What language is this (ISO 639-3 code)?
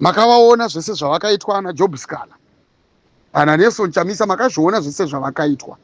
sna